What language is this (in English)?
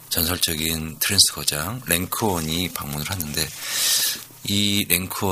Korean